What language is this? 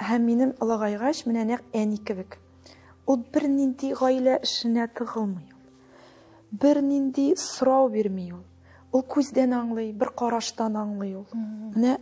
Tatar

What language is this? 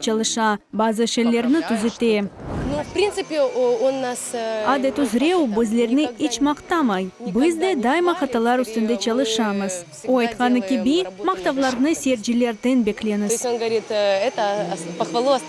Crimean Tatar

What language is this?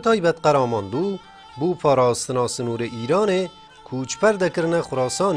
Kurdish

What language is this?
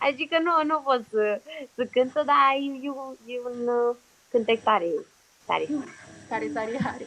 Aromanian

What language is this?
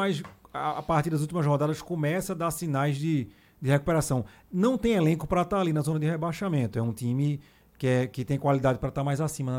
Portuguese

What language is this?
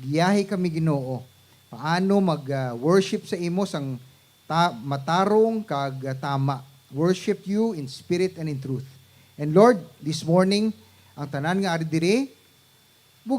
Hiligaynon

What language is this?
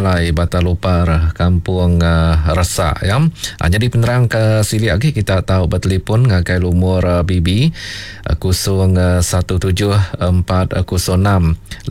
Iban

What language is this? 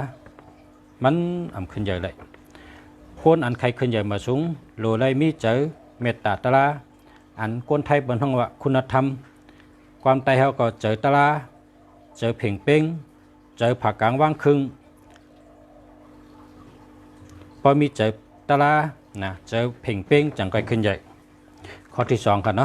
Shan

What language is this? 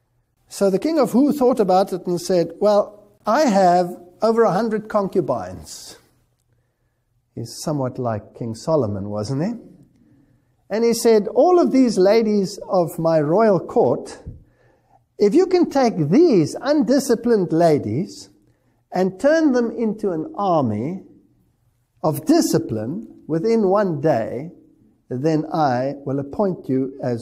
English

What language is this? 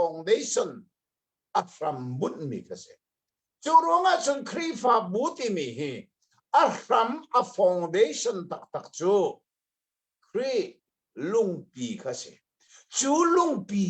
Hakha Chin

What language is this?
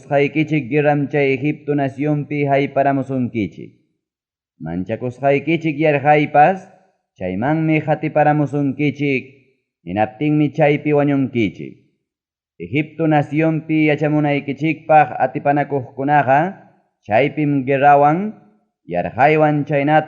Ayacucho Quechua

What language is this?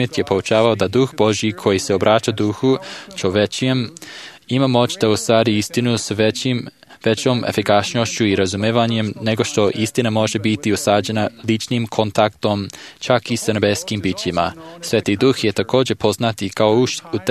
Serbian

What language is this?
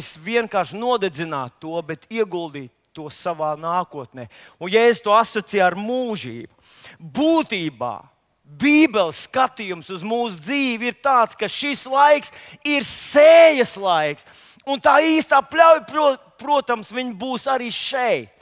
Latvian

